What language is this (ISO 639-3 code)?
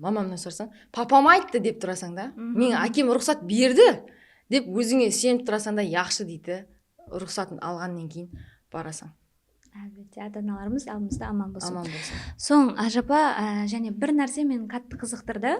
kaa